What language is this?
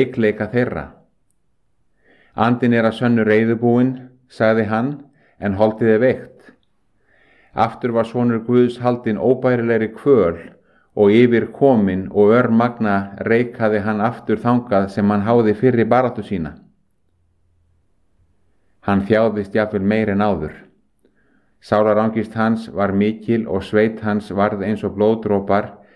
Icelandic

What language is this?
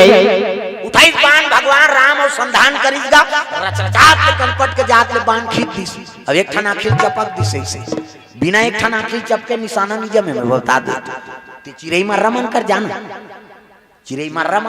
Chhattisgarhi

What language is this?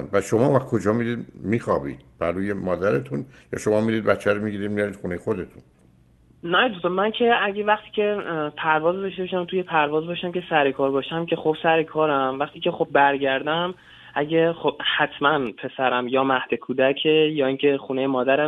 Persian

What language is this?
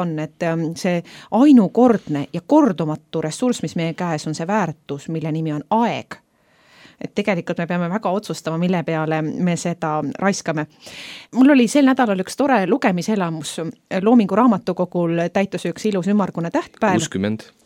Estonian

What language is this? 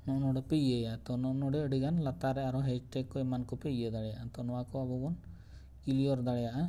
Santali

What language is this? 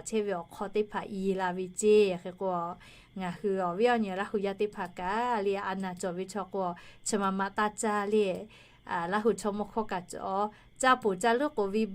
Lahu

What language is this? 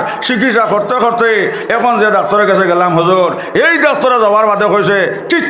Sylheti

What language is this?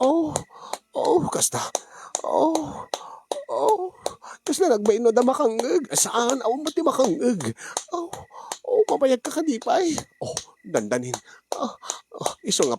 Iloko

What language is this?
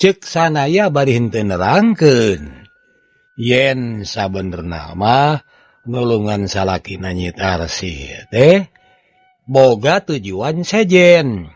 Sundanese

